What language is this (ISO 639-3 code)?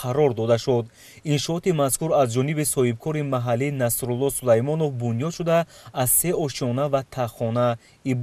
tgk